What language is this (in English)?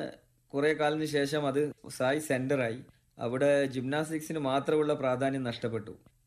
Malayalam